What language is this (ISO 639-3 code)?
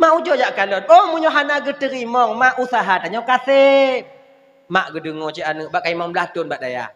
ace